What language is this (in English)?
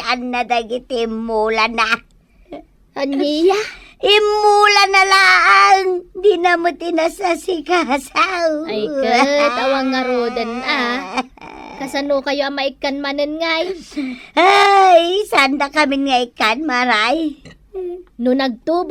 Iloko